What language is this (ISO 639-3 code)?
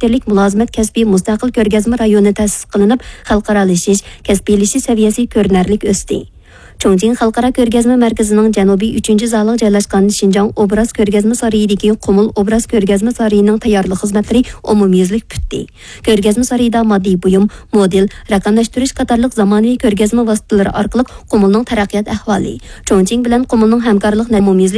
uig